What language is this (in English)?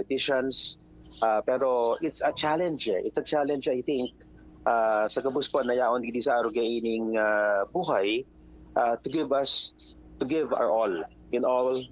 Bikol